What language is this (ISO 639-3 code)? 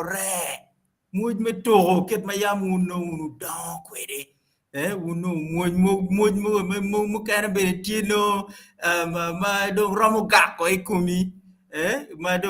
ach